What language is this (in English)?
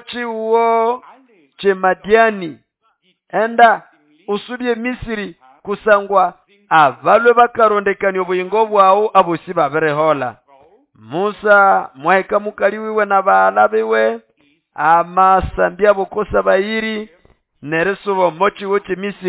Nande